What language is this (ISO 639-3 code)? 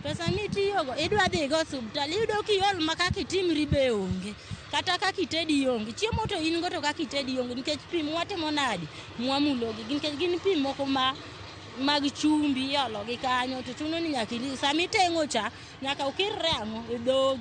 luo